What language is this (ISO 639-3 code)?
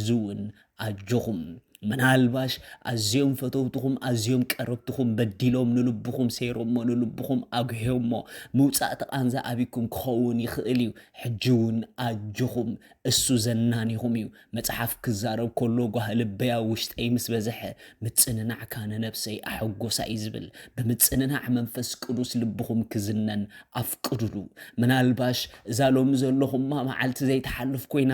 tir